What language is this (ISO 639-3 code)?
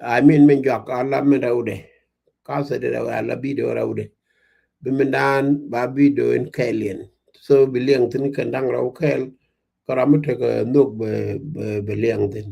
nus